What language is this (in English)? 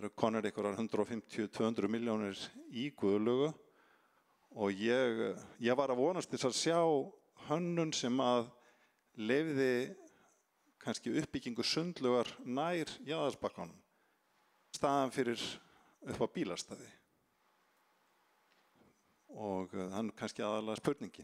Icelandic